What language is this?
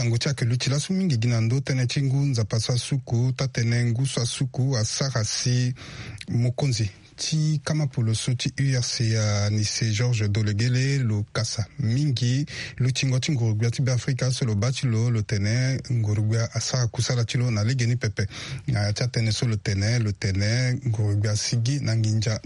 Sango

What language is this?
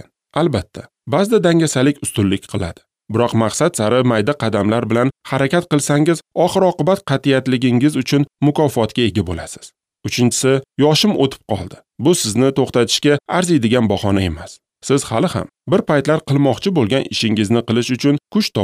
Uzbek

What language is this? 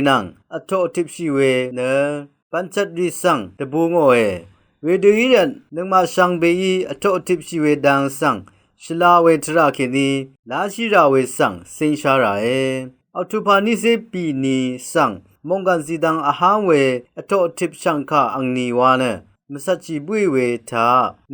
Rawang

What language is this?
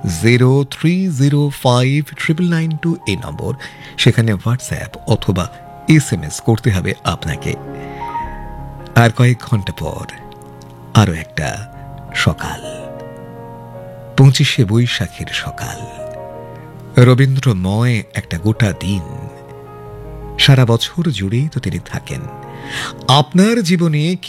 Bangla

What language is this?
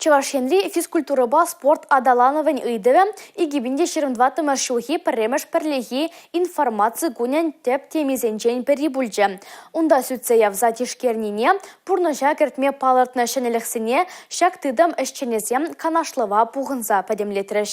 Chuvash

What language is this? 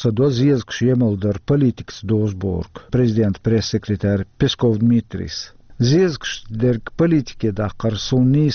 Chechen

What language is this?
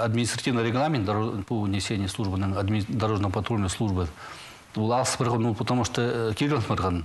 Khakas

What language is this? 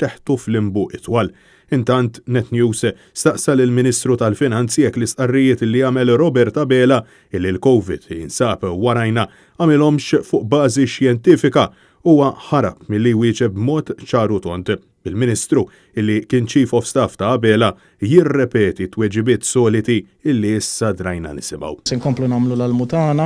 Maltese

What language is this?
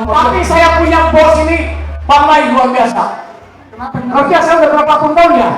Betawi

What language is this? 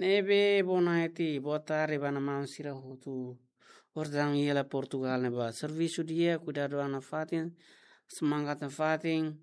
Tetum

